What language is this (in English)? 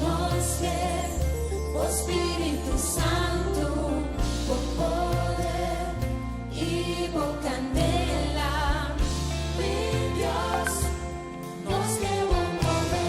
Papiamento